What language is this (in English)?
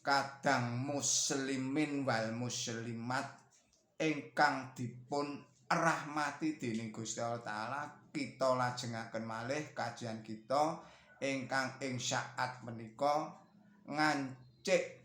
Javanese